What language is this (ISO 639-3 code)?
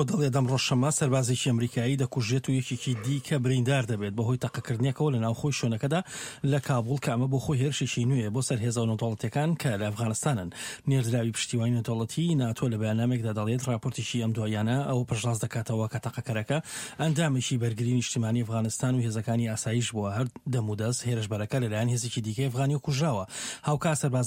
ckb